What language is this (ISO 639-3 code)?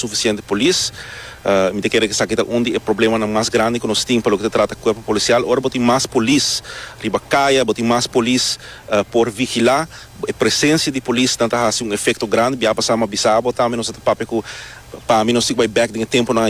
pap